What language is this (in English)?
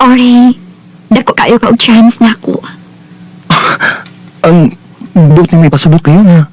Cebuano